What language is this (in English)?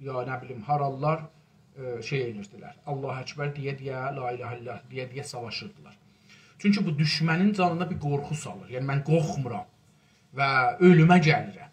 South Azerbaijani